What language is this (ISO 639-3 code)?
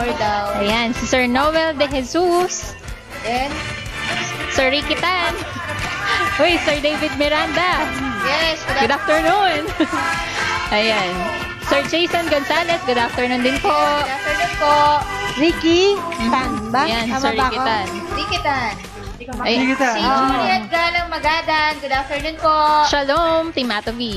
fil